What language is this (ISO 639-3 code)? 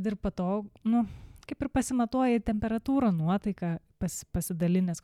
lit